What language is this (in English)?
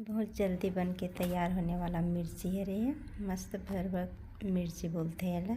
Chhattisgarhi